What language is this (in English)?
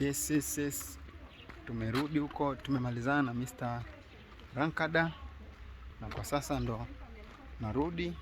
Swahili